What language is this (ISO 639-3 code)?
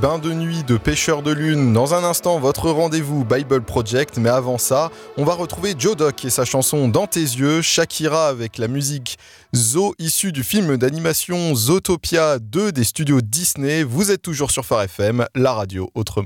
fra